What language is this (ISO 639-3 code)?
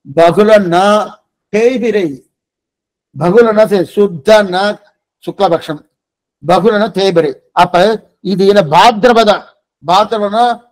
tam